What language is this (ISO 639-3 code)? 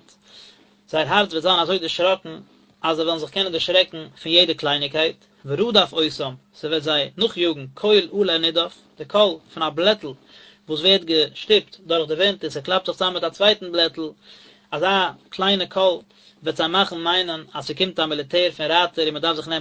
yid